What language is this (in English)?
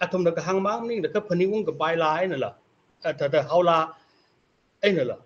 Tangkhul Naga (India)